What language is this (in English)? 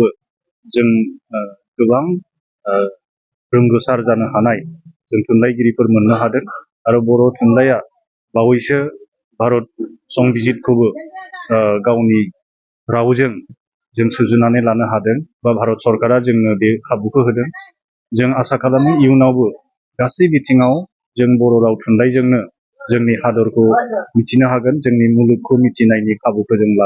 Bodo